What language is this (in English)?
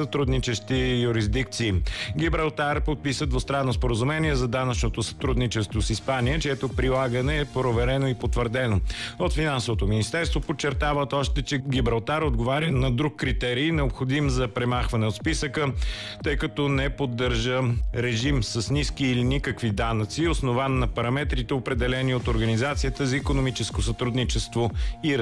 Bulgarian